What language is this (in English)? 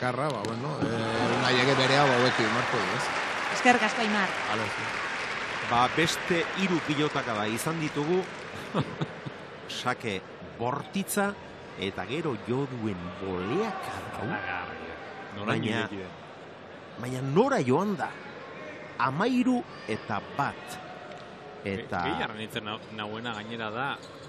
Basque